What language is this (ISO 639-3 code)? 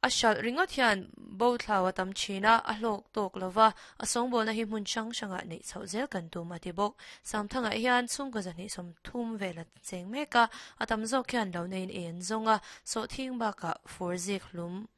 lus